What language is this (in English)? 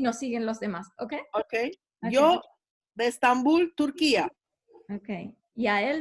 Ladino